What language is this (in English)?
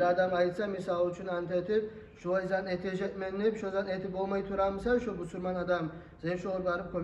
Kumyk